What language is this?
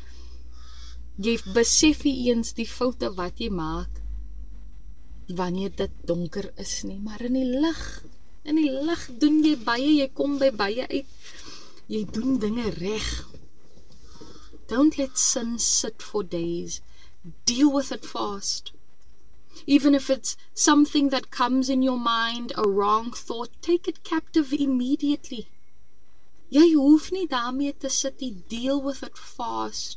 Afrikaans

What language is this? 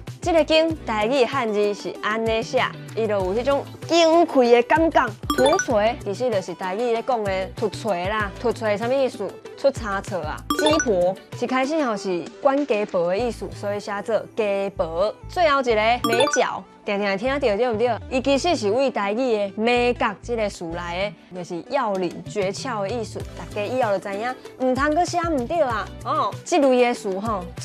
Min Nan Chinese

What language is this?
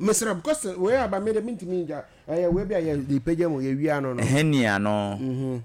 Akan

